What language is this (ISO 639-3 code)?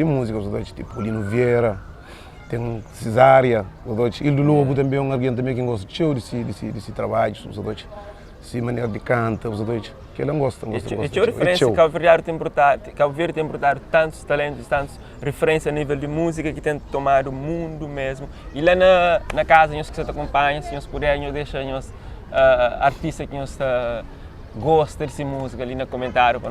kea